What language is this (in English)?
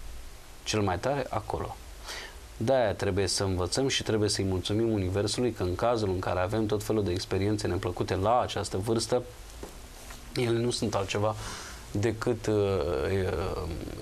Romanian